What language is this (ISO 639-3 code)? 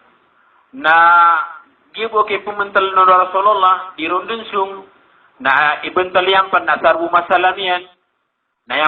mrw